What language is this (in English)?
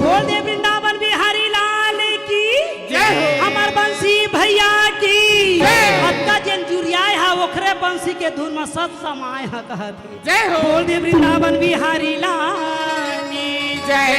Chhattisgarhi